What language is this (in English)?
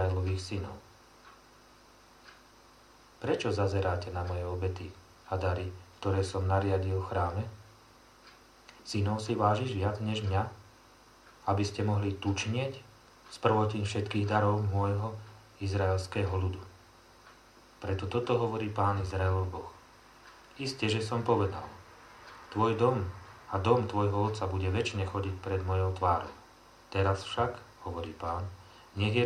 Slovak